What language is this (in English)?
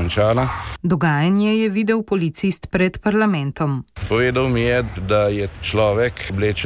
Slovenian